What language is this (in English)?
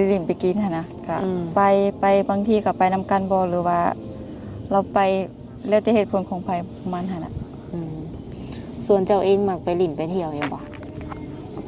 Lao